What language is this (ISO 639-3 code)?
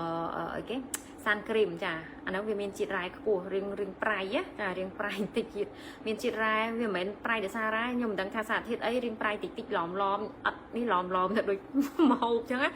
khm